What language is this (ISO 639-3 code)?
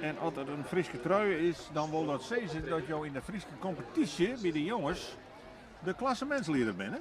fry